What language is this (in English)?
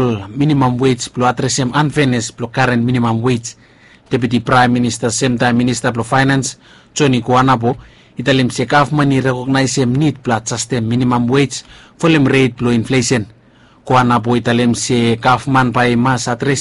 Bislama